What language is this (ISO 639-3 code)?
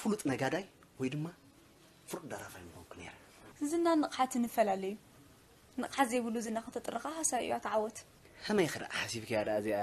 tir